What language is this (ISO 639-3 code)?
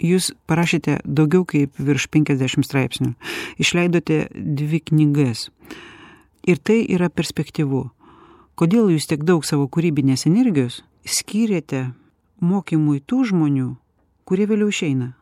lit